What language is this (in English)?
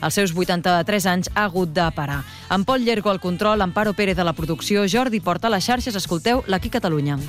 Catalan